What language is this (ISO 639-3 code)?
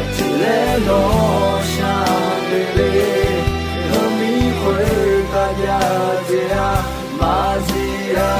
ahk